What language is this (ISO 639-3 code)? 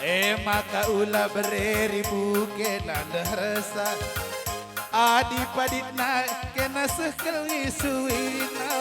btx